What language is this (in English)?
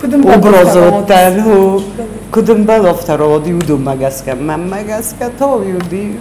Ossetic